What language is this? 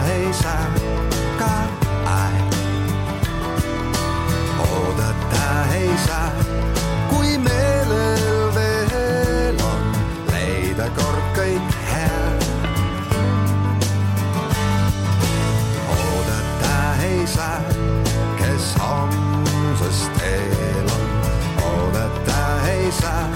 Estonian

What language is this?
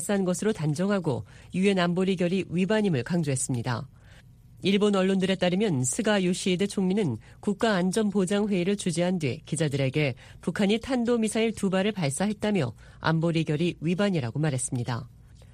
Korean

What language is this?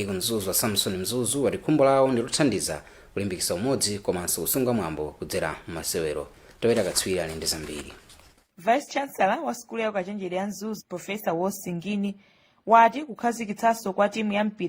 Nyanja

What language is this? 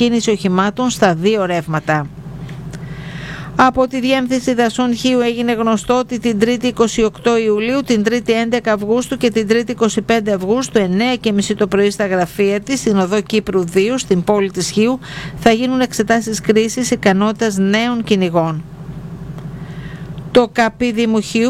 Greek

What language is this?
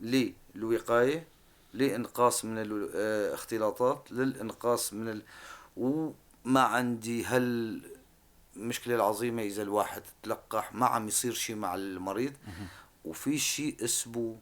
North Levantine Arabic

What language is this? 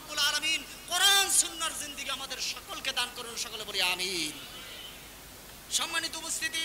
Bangla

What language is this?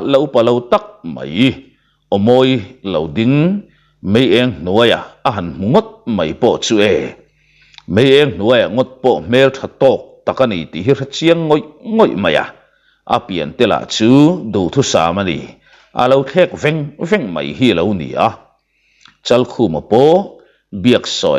Mizo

